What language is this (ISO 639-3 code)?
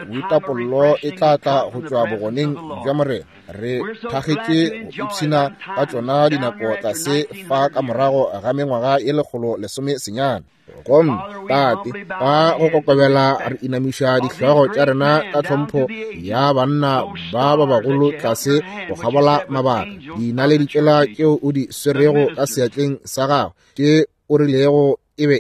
nso